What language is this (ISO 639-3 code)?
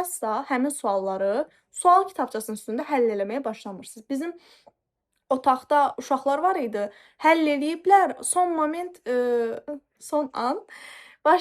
aze